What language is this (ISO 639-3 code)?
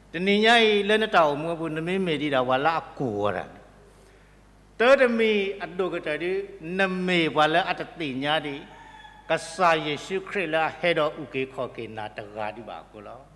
ksw